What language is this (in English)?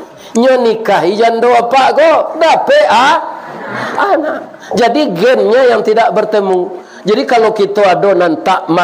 Minangkabau